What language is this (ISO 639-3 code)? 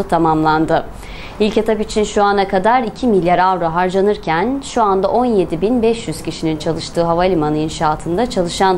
tur